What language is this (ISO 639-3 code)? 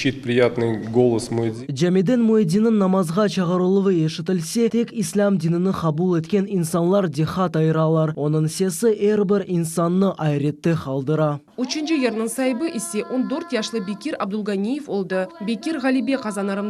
crh